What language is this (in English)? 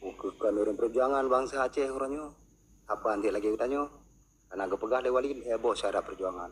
Achinese